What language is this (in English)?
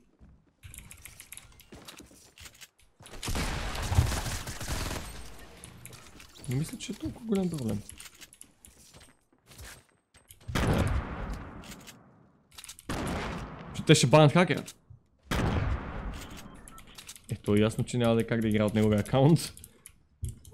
Bulgarian